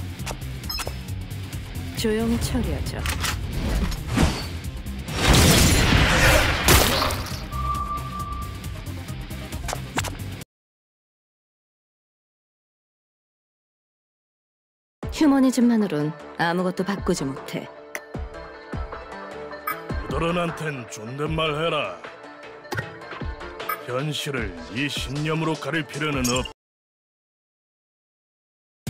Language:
Korean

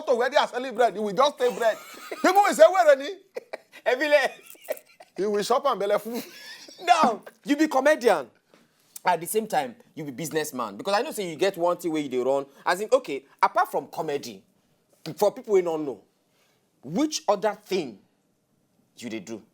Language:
Nigerian Pidgin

